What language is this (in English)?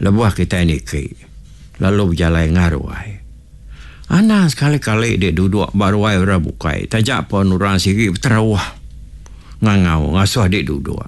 Iban